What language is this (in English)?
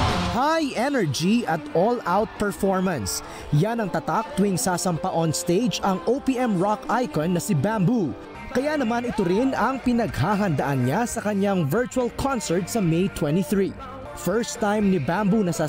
Filipino